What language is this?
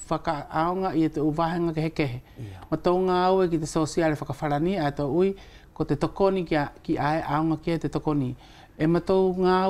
Wallisian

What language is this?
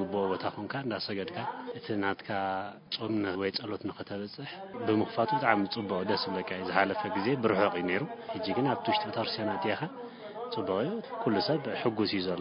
Tigrinya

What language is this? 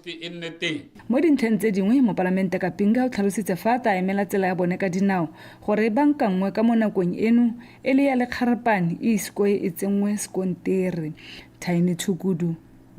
Tswana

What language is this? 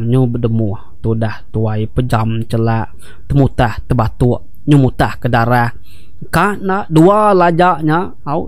Iban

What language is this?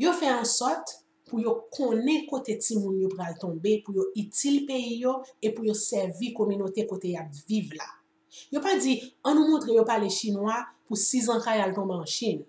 Haitian Creole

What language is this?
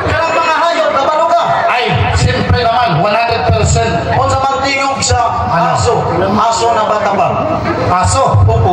Cebuano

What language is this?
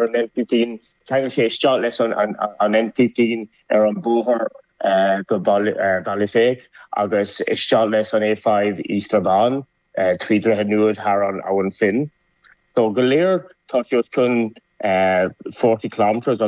Irish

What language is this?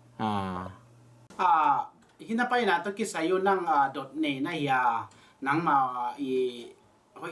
Tedim Chin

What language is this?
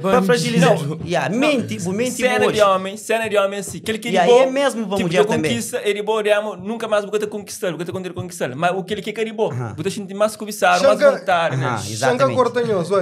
Kabuverdianu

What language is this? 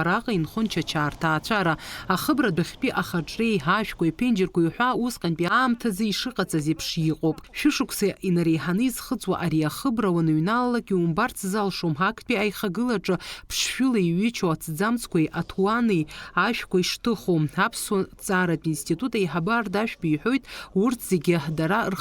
Abkhazian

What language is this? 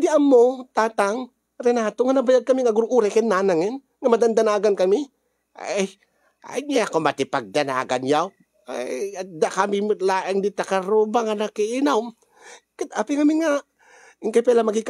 Iloko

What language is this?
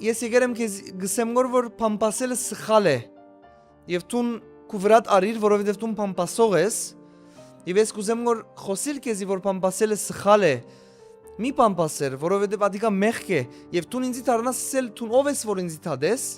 Western Armenian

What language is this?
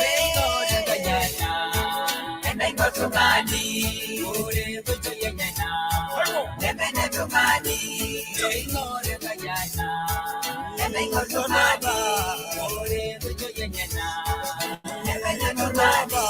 Masai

